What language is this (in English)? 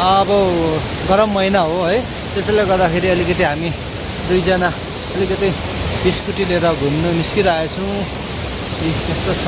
Nepali